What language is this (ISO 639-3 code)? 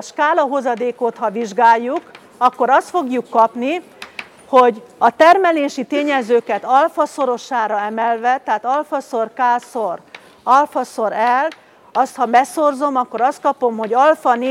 hun